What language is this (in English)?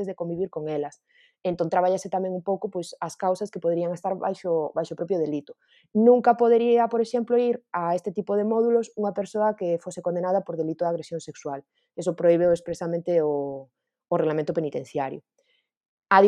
Galician